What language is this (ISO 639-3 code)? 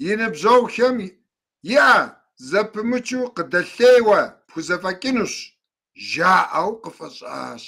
kbd